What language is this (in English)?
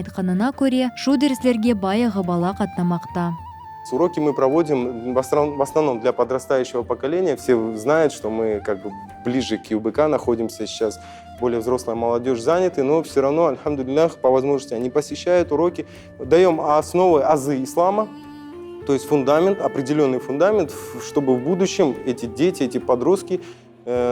Crimean Tatar